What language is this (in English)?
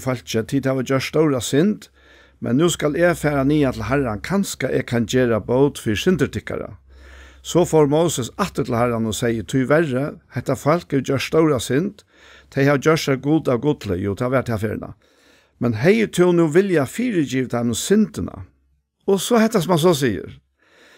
Faroese